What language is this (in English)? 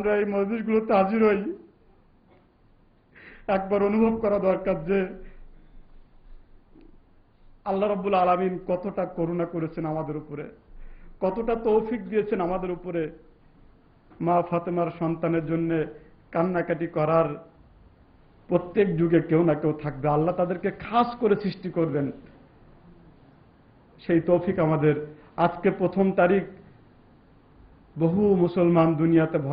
Bangla